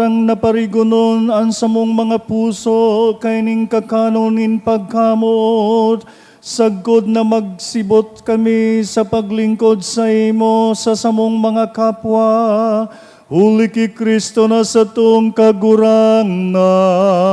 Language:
Bikol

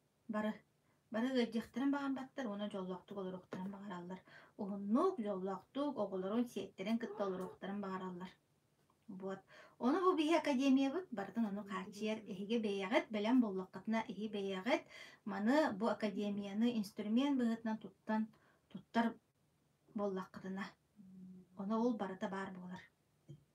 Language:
Yakut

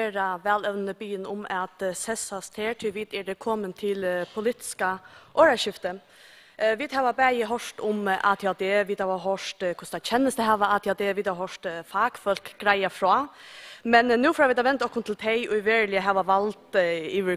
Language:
Faroese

